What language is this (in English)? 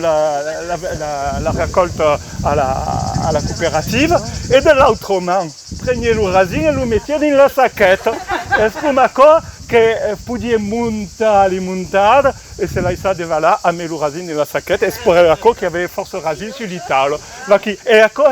Occitan